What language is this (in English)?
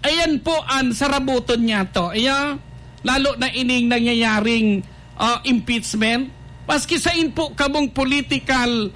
Bikol